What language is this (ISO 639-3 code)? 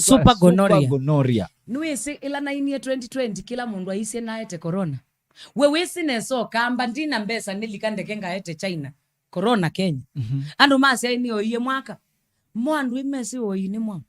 kam